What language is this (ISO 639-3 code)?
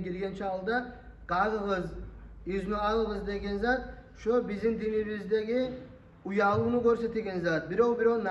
kum